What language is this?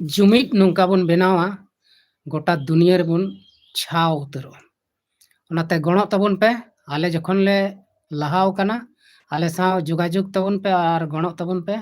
Santali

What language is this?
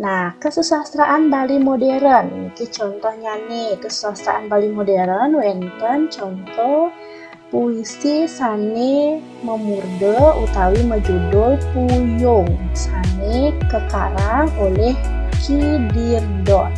Balinese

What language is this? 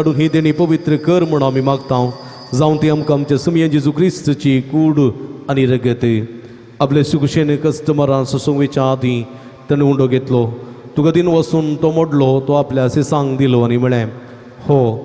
Konkani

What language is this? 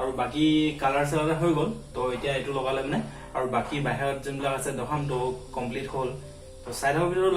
Assamese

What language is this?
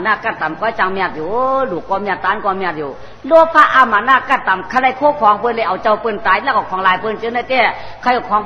Shan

